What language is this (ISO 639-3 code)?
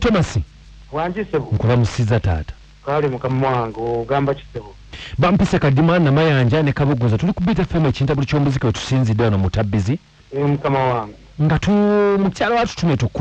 lug